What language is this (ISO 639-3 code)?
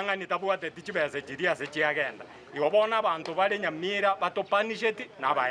guz